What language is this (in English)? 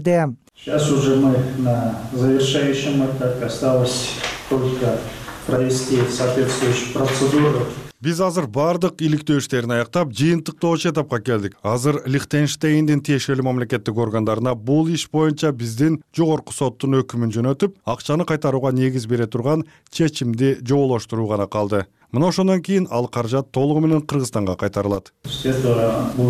Kyrgyz